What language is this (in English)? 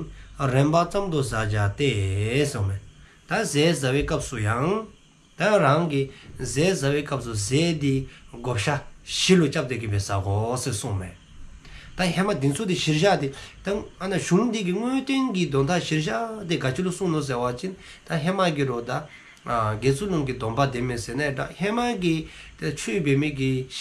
Dzongkha